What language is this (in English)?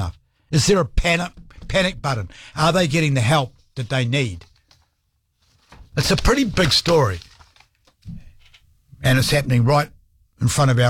English